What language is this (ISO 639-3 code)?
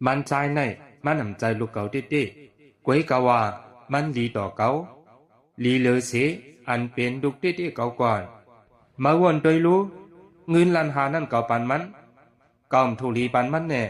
shn